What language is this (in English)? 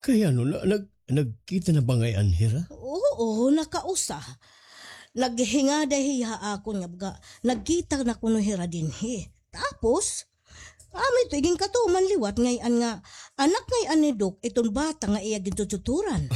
Waray